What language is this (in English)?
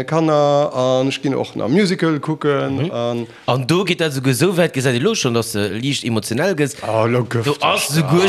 Luxembourgish